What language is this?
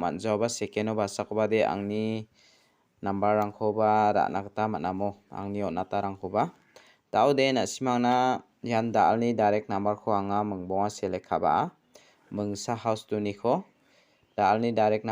Garo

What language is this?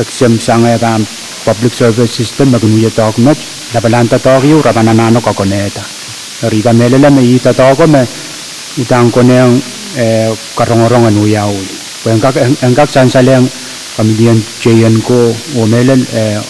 Pohnpeian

